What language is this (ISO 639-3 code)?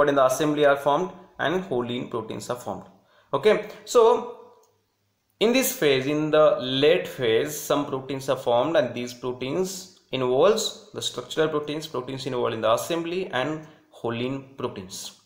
mar